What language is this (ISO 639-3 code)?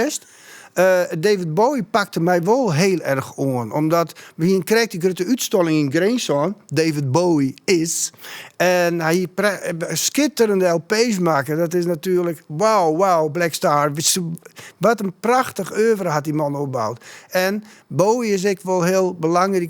fry